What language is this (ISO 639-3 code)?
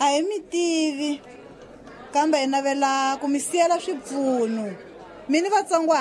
tso